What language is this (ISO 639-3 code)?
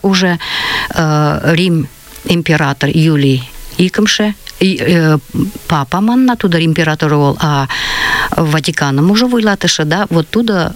chm